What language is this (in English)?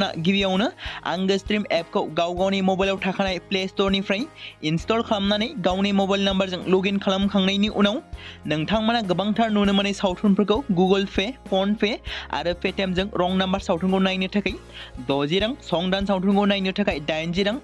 Bodo